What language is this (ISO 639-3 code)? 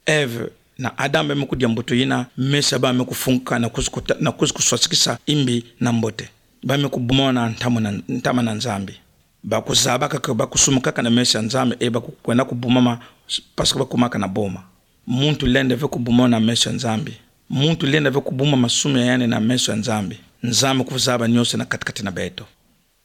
ktu